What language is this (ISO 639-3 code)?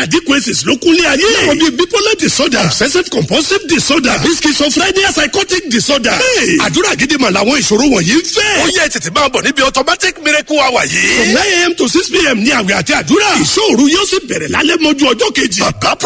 yor